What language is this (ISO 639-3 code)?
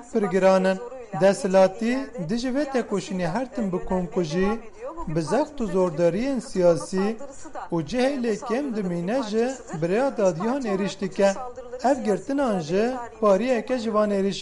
kur